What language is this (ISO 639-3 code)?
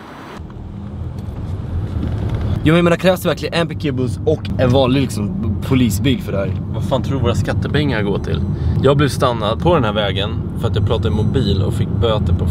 swe